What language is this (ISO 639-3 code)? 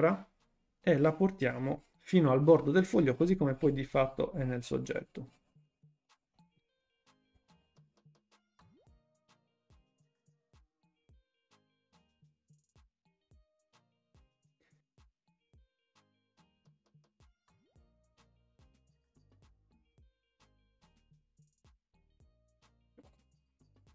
ita